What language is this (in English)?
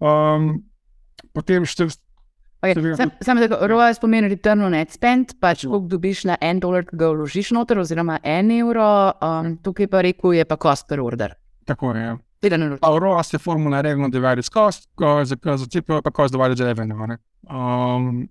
Slovenian